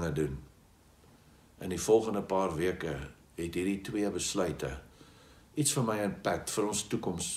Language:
Afrikaans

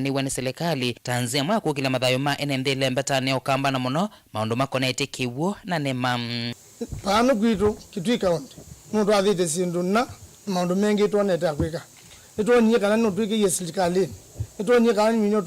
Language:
Kamba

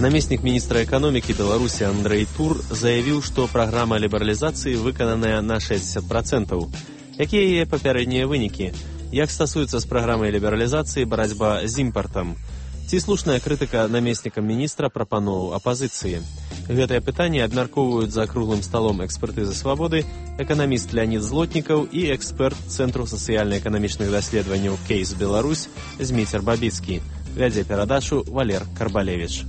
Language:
Belarusian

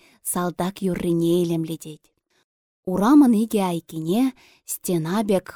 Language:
Chuvash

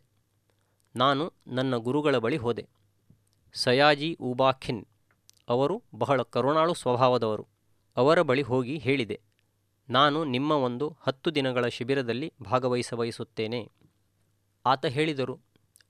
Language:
Kannada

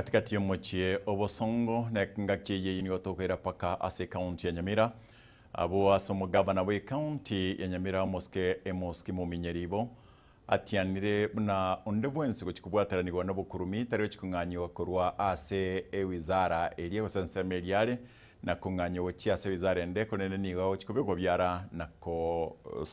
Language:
Gusii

